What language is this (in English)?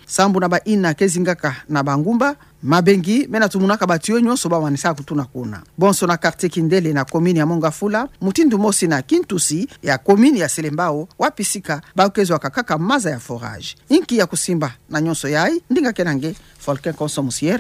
Kituba (Democratic Republic of Congo)